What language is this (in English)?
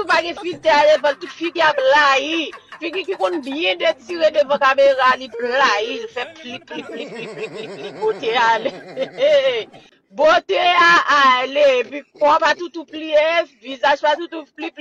Haitian Creole